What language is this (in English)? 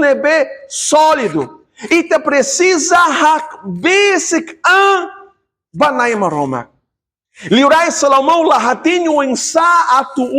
Tetum